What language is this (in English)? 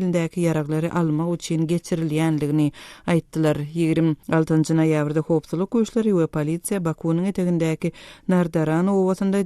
Turkmen